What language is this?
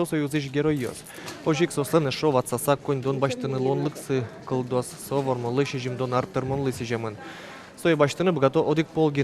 Udmurt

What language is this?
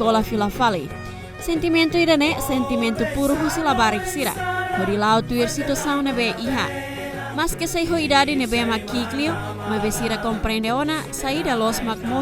Tetum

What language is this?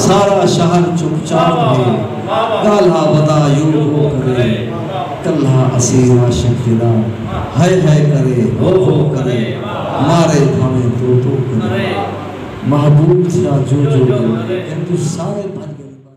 Saraiki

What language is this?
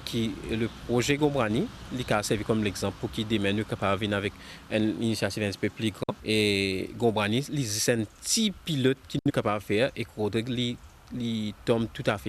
Morisyen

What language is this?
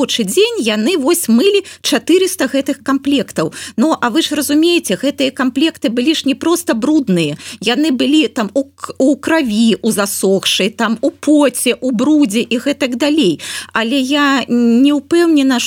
Belarusian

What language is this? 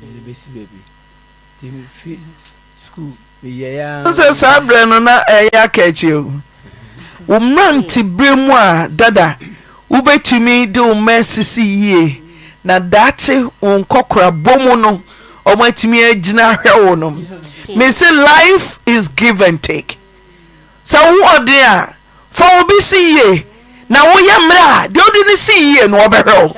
Akan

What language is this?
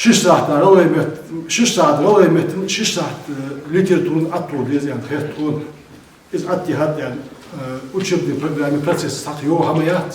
Ingush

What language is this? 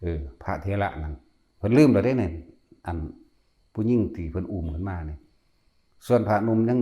Northeastern Thai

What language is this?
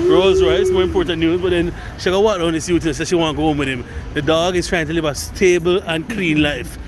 Jamaican Creole English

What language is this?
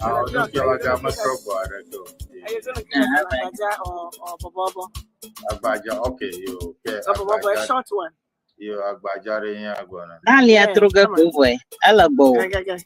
Ewe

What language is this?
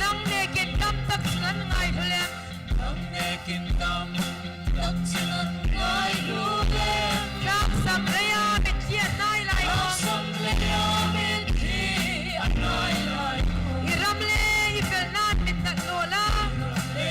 Hmar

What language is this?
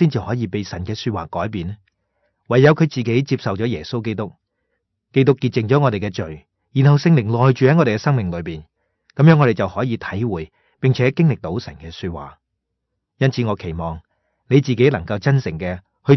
Cantonese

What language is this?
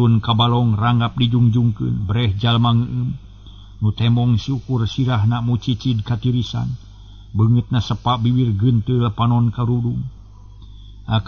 Sundanese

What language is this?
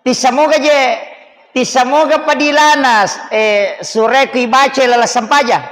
Buginese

